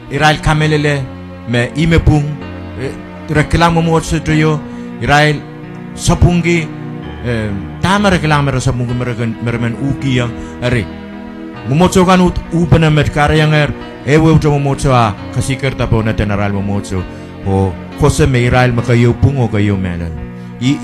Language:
Pohnpeian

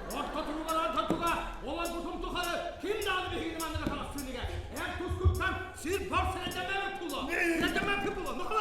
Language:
Yakut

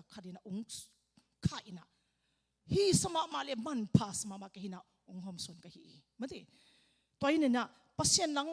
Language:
Tedim Chin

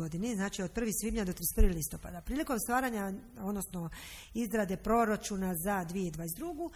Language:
Croatian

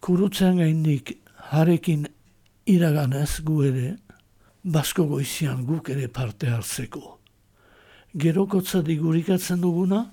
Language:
Basque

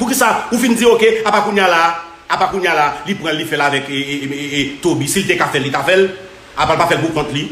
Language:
Haitian Creole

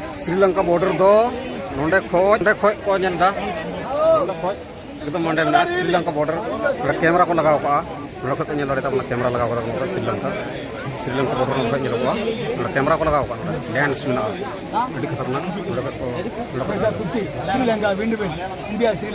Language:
Santali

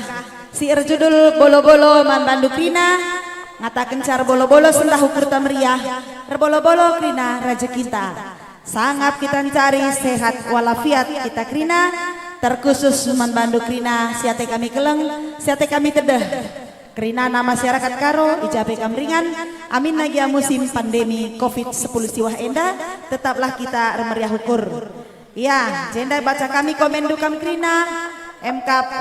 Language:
Batak Karo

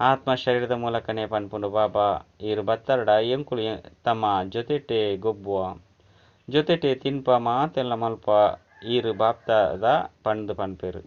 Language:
Tulu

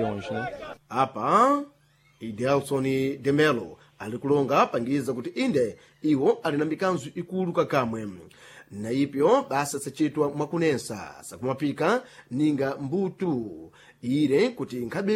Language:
Sena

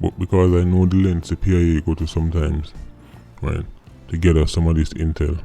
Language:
Jamaican Creole English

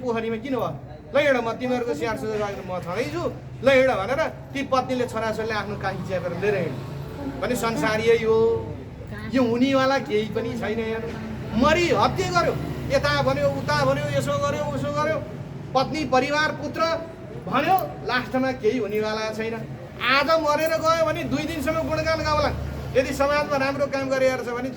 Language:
Nepali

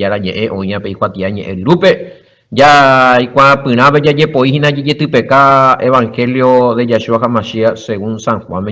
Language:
Guarani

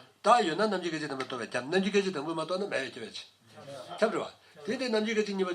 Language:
Tibetan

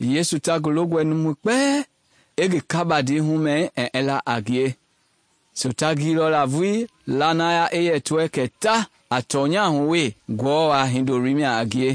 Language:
Mende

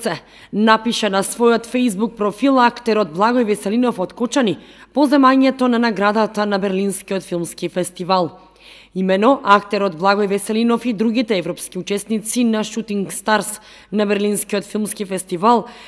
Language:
Macedonian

